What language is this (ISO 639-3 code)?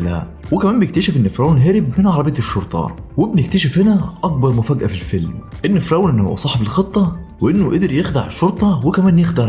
arz